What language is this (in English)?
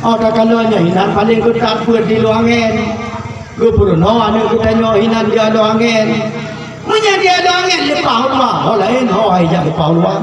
Achinese